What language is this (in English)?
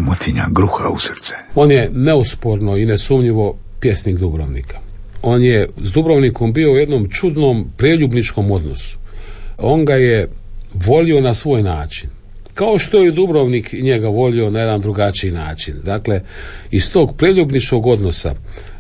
Croatian